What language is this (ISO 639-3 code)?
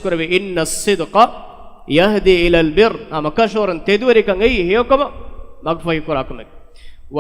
div